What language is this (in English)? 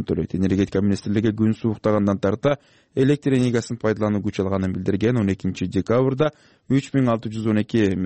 Kyrgyz